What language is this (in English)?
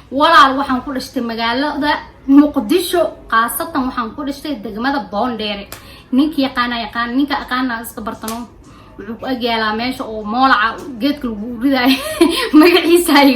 Somali